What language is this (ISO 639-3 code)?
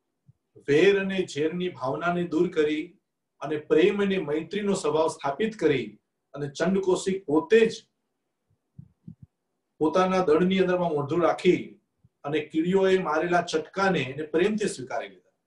guj